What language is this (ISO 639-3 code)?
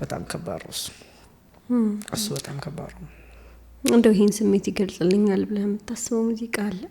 amh